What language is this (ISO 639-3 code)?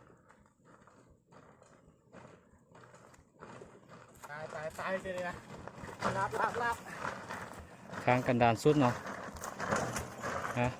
lao